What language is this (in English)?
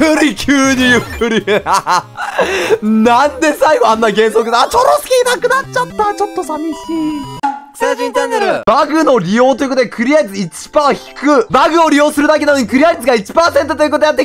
Japanese